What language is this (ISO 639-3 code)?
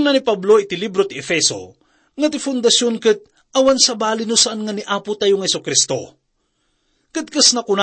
ilo